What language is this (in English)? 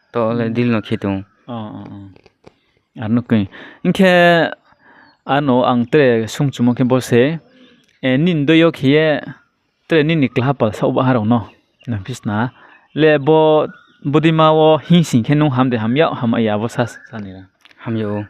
Riang (India)